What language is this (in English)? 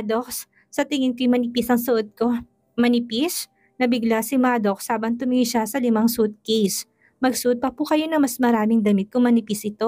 Filipino